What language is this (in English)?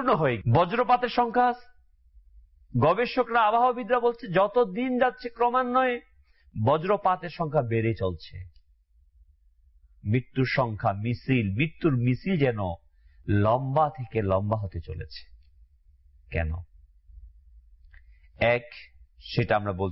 Bangla